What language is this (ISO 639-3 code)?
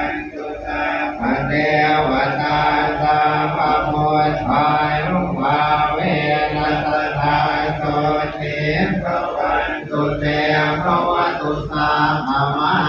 pli